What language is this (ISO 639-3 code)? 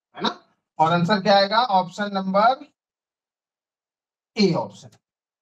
hin